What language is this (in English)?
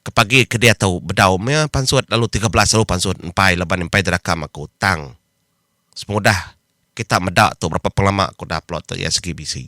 Iban